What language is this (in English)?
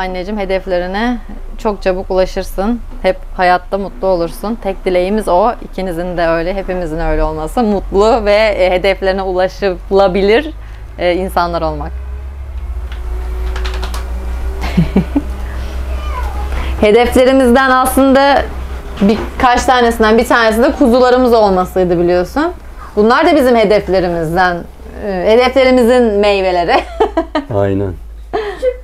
Turkish